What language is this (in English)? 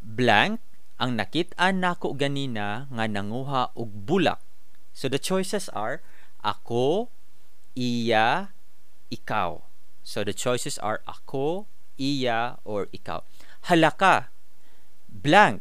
Cebuano